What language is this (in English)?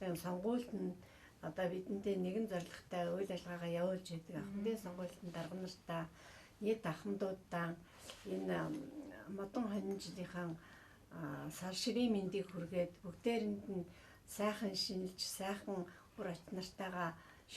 Mongolian